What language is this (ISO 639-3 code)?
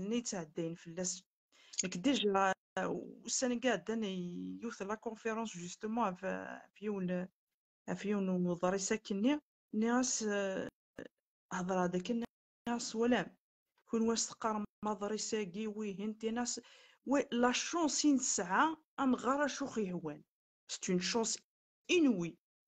kab